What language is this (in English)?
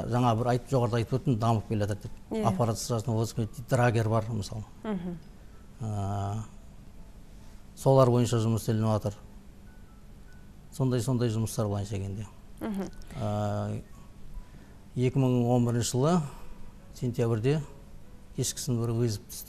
Kazakh